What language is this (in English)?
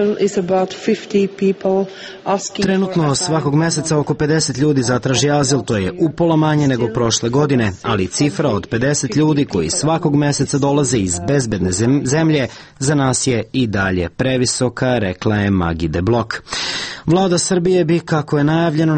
Serbian